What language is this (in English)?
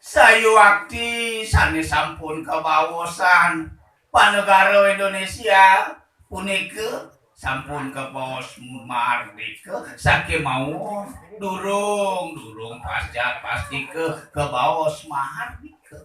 Balinese